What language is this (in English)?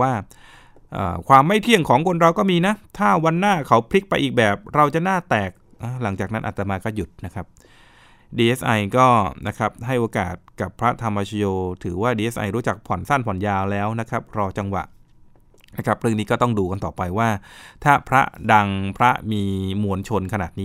Thai